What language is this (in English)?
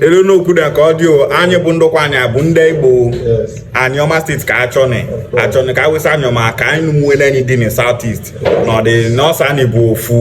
Igbo